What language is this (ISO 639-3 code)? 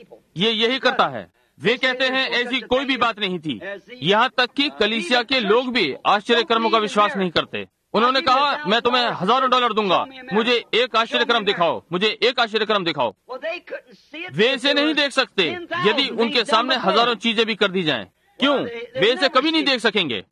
hin